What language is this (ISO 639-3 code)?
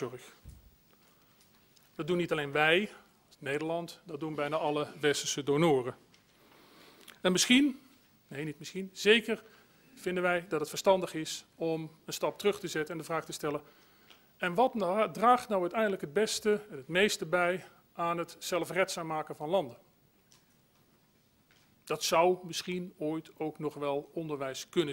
nld